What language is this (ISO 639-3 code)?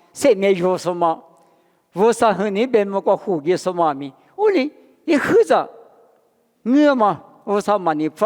lis